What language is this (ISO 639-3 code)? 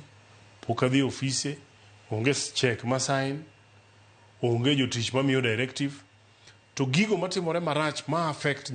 luo